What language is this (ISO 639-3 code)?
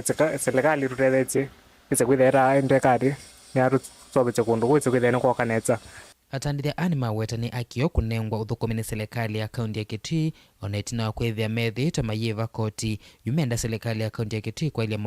kam